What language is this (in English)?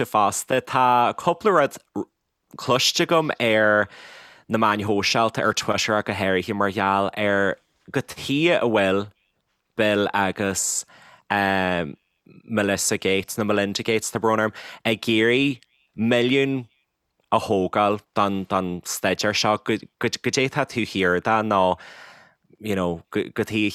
Irish